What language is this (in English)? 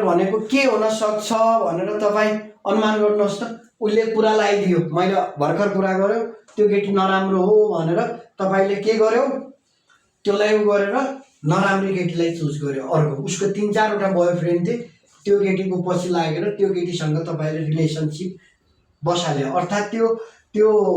Nepali